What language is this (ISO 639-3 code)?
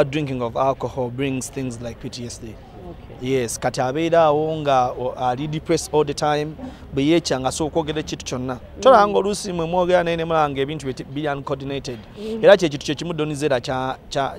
lug